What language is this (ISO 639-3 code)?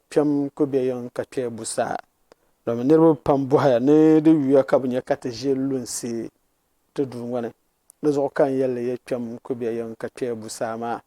dag